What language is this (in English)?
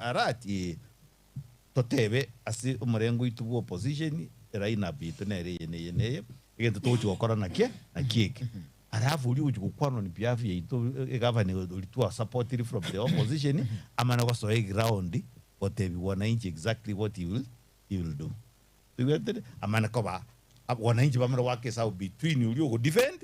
Gusii